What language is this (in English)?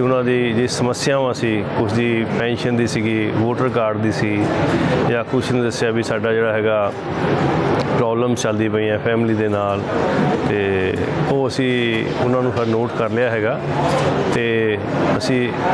Punjabi